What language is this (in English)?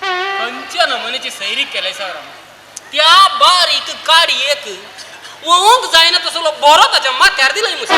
Konkani